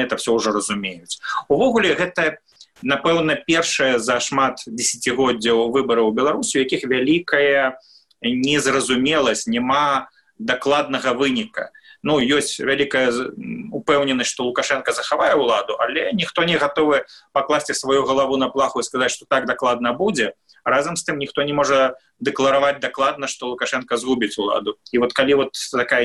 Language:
Belarusian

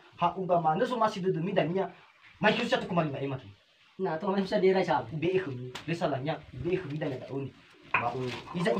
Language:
Nias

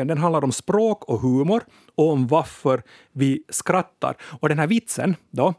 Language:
Swedish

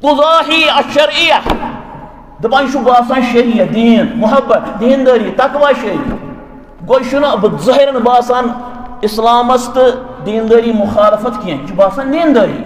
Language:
Kashmiri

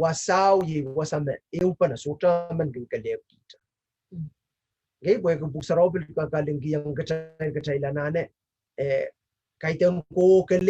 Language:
Pohnpeian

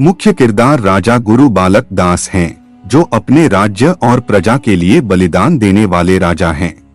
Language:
Chhattisgarhi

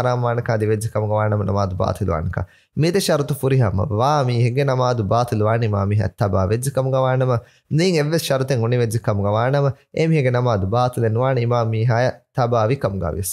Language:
Divehi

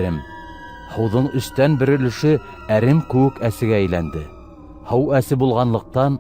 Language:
Bashkir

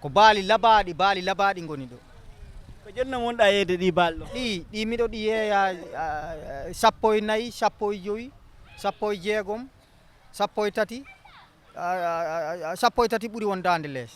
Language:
Fula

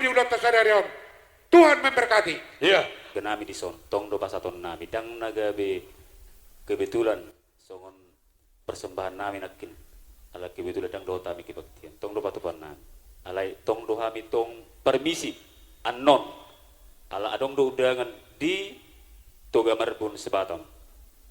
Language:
Batak Toba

